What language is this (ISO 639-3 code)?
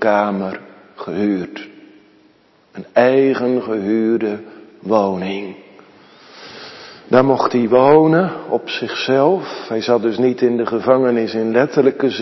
nld